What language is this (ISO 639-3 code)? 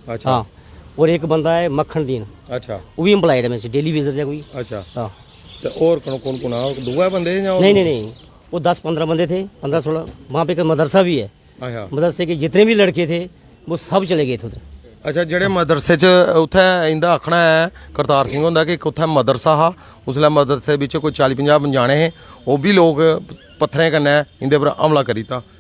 doi